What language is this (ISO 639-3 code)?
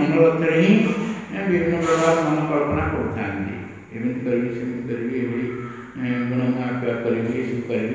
ori